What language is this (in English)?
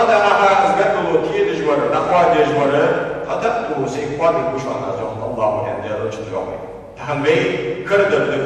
Ingush